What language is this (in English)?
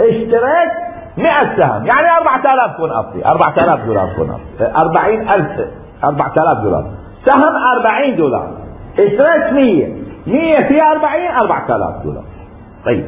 Mesopotamian Arabic